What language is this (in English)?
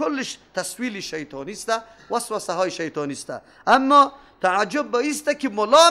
Persian